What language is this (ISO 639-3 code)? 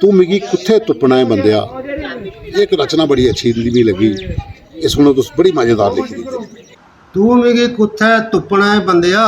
doi